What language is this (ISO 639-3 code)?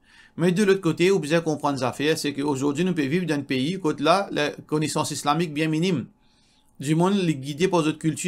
mfe